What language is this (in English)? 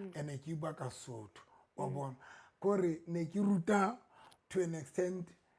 Southern Sotho